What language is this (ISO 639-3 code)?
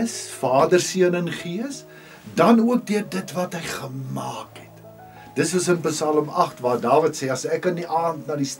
afr